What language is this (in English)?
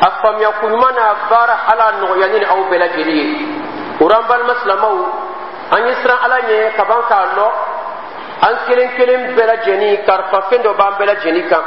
Dyula